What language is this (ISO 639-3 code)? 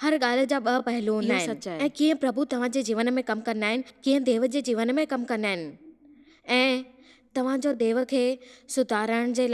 snd